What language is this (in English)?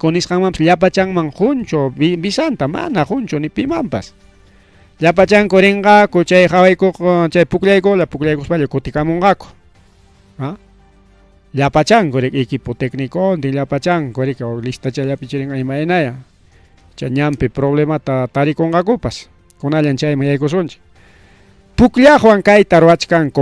Ayacucho Quechua